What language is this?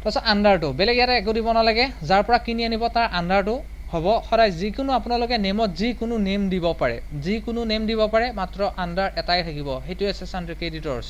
Assamese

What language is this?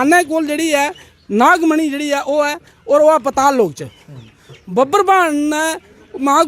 Dogri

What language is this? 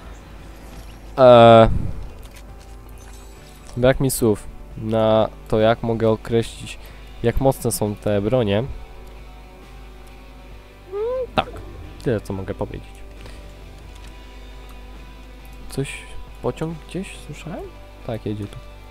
Polish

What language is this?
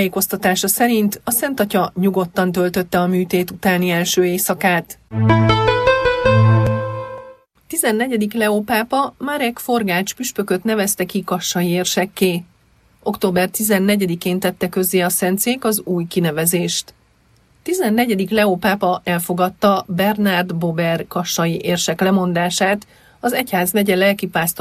Hungarian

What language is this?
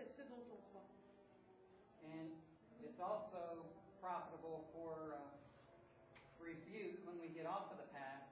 French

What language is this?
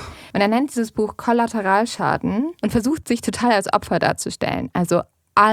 German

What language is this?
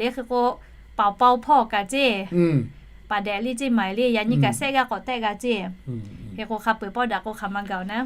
Lahu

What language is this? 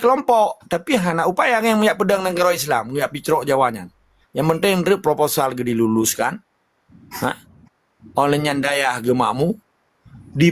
Achinese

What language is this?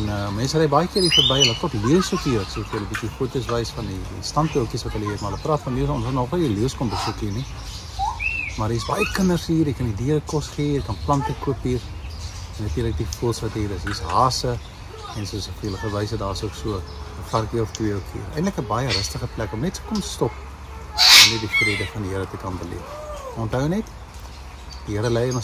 Afrikaans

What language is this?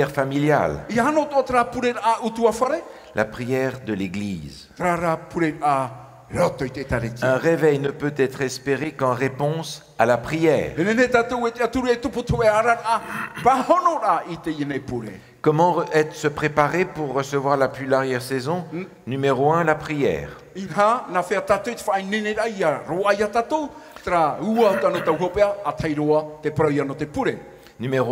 Tahitian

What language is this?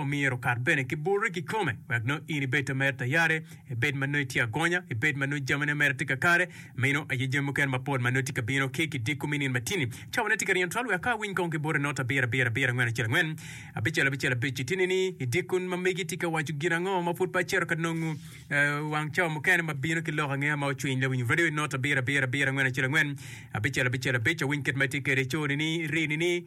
Acoli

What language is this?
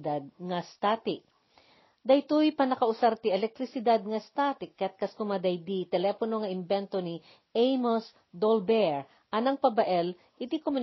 Iloko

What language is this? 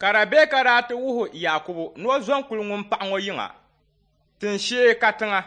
Dagbani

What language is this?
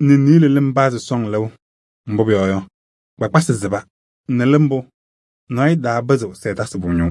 Kabiyè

